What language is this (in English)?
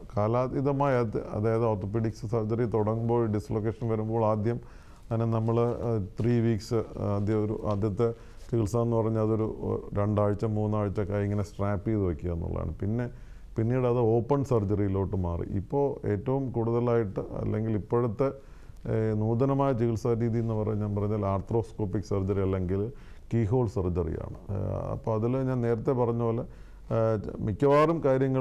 Malayalam